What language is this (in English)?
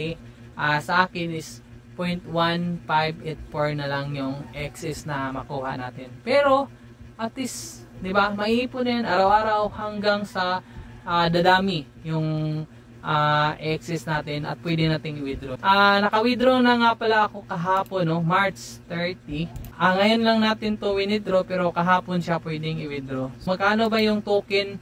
Filipino